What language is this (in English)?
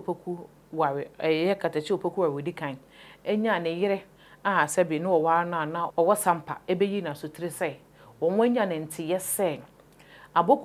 Akan